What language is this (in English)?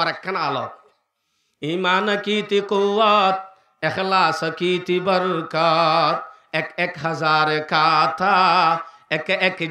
Rohingya